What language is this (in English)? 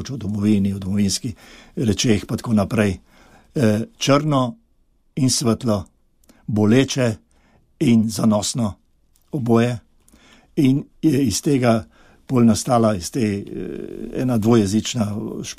Slovenian